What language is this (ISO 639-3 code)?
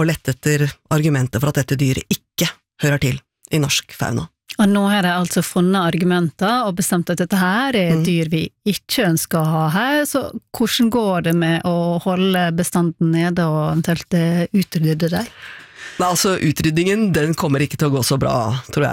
nor